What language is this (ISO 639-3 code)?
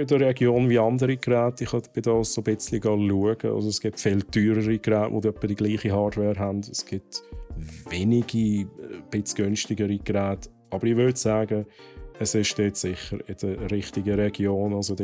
gsw